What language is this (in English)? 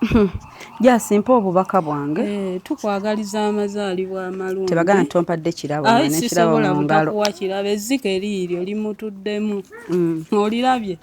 Ganda